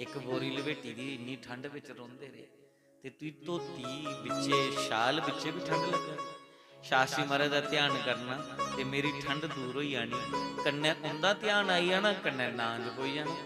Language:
Dogri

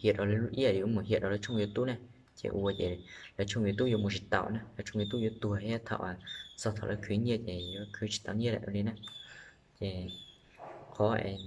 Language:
Hmong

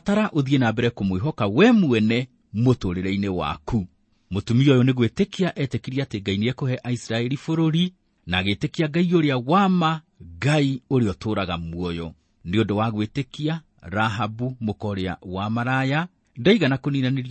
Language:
Kikuyu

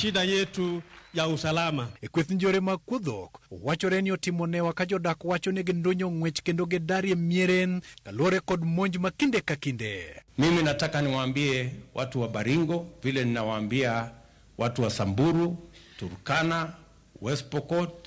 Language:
Luo (Kenya and Tanzania)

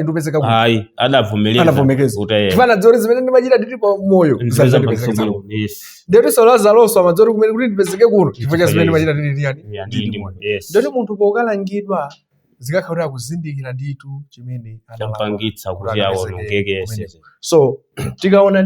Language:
Nyanja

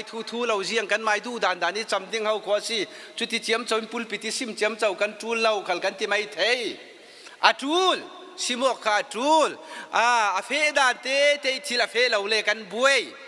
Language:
Falam Chin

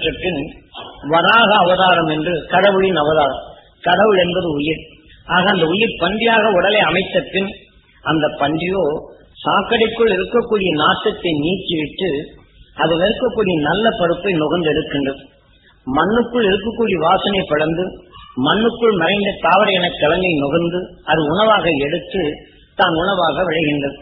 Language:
Tamil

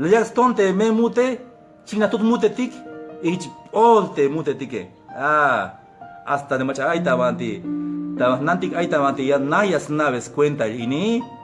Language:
Tzeltal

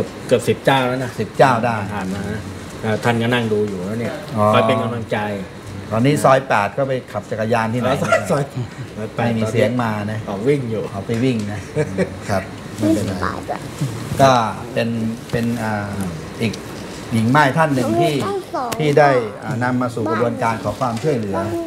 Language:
Thai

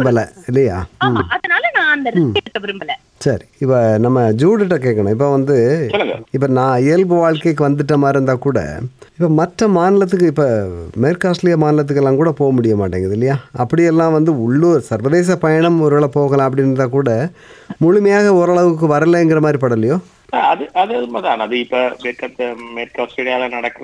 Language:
Tamil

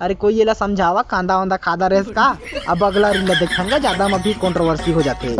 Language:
Chhattisgarhi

